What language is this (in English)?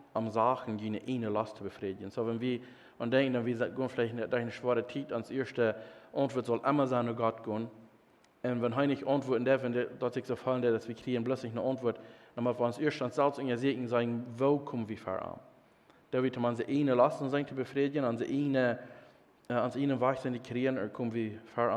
Plautdietsch